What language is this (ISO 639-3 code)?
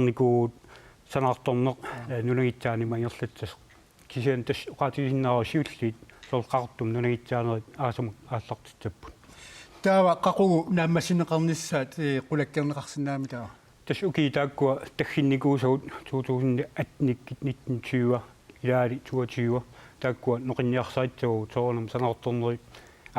kal